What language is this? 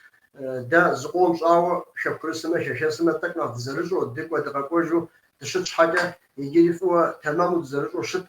Kabardian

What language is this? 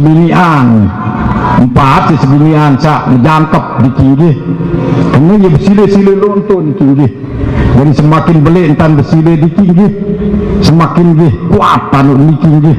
Sasak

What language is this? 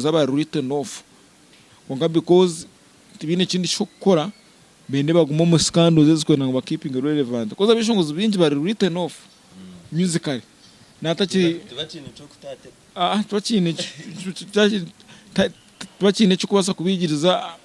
Nyankole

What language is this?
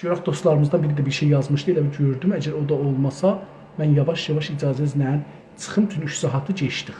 South Azerbaijani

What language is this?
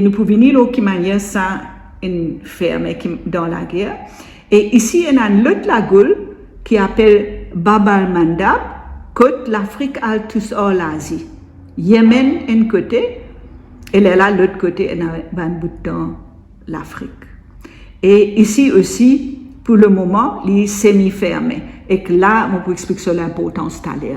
Morisyen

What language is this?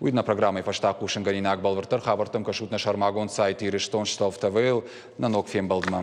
Ossetic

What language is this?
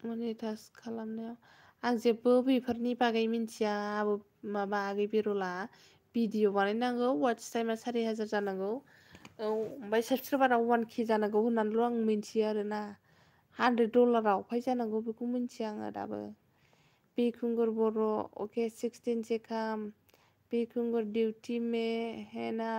Bodo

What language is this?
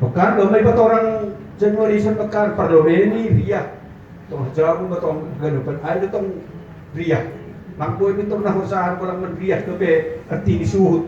Batak Simalungun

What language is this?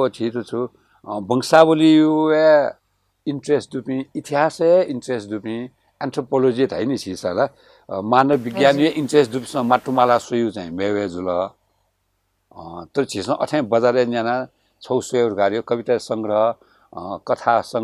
Newari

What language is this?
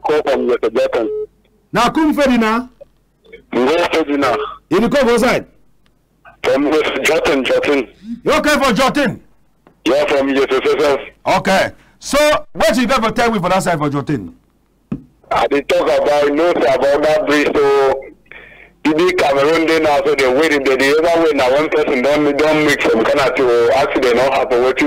Cameroon Pidgin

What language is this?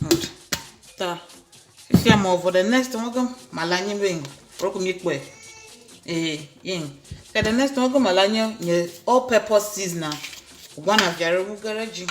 Ewe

